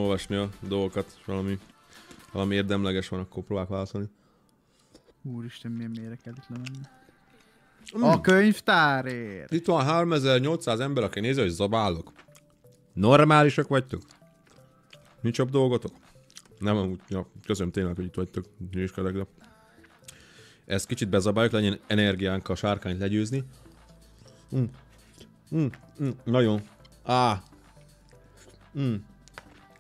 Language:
Hungarian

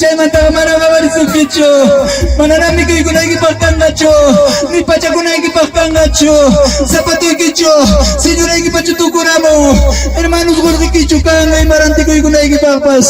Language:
Ayacucho Quechua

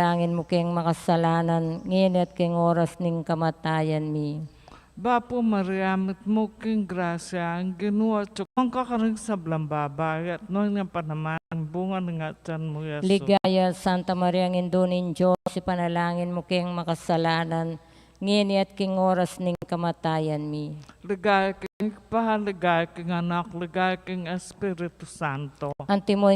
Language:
Pampanga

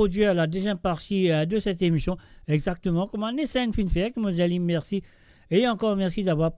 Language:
Morisyen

